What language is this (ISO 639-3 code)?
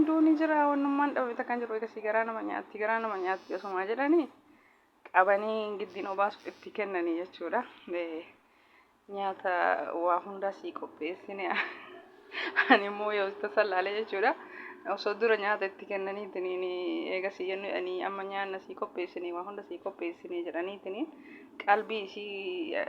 orm